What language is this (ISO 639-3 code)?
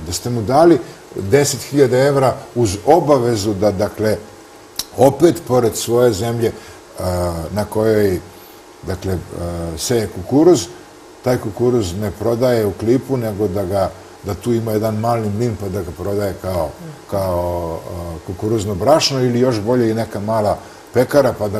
srp